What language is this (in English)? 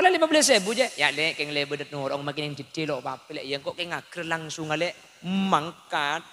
Madurese